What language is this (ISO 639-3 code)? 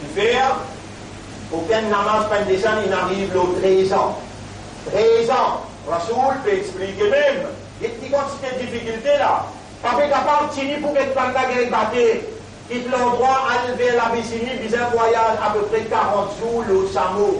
mfe